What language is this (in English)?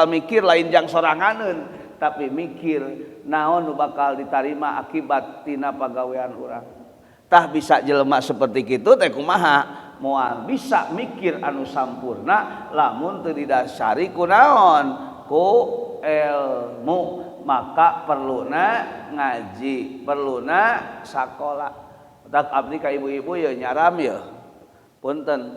Sundanese